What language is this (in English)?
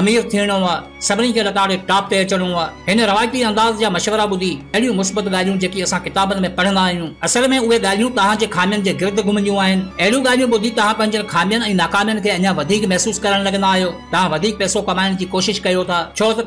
Sindhi